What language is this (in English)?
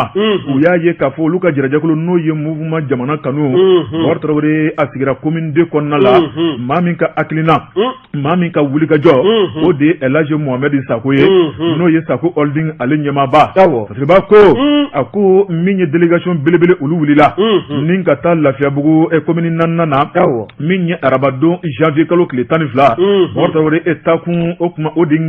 Bambara